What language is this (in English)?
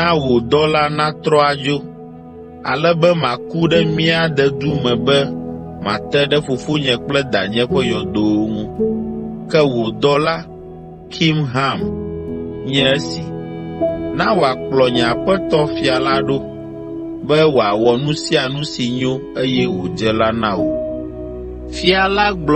Ewe